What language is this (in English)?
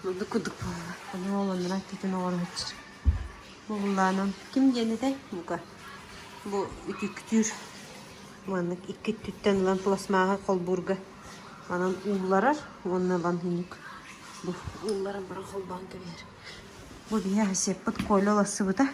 Yakut